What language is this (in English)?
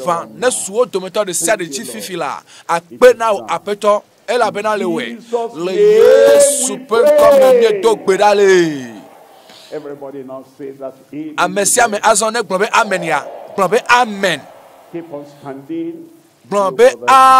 Ewe